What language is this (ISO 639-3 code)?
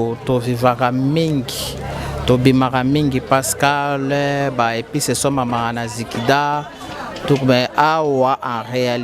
lin